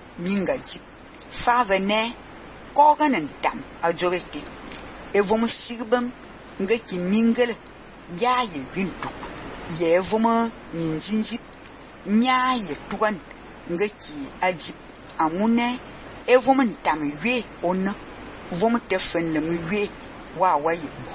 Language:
Fang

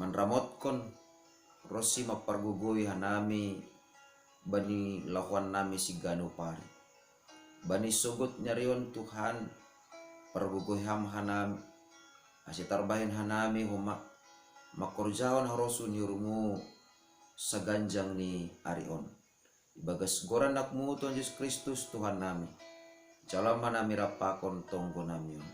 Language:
Batak Simalungun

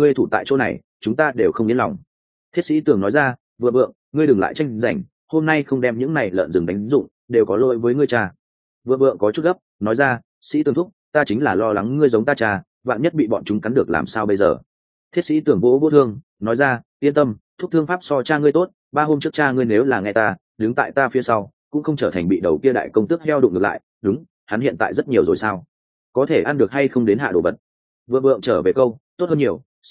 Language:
Vietnamese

